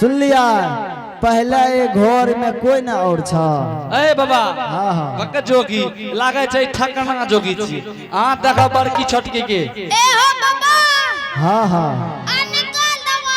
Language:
Angika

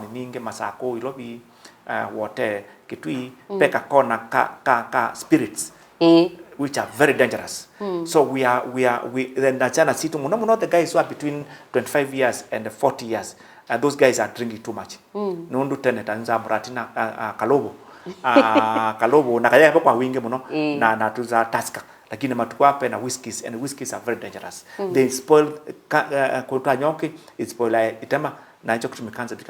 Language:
Kamba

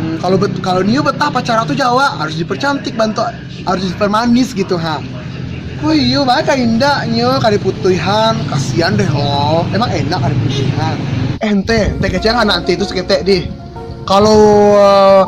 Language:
Minangkabau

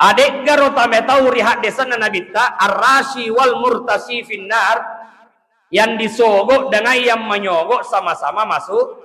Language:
Buginese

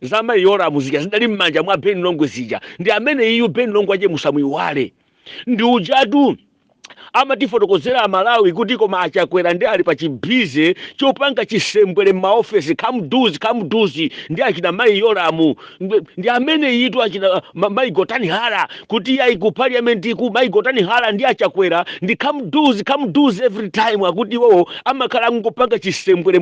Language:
Nyanja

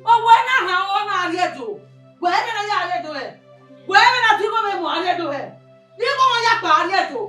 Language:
Bini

